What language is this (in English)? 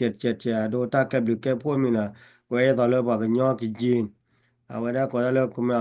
S'gaw Karen